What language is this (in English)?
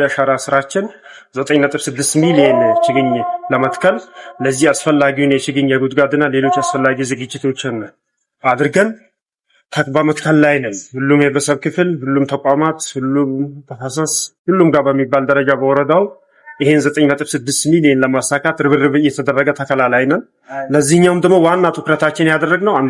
Amharic